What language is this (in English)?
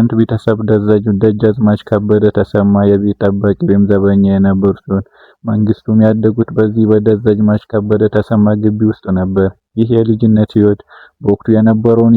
Amharic